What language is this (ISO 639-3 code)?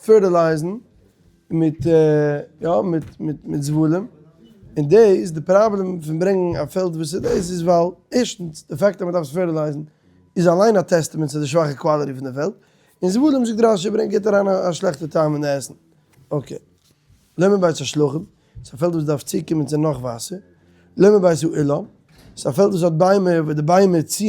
yid